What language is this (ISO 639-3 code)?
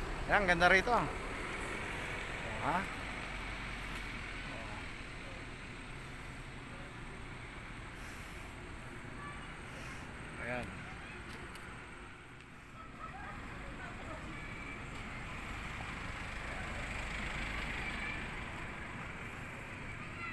fil